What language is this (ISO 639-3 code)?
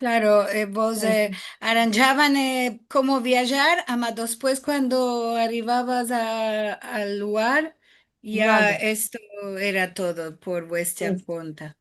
lad